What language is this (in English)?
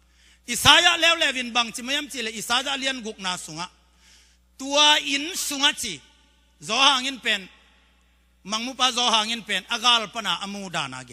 Tedim Chin